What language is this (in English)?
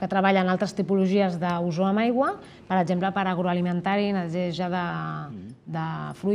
Catalan